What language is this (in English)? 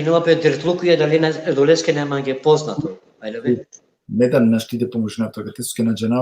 Balkan Romani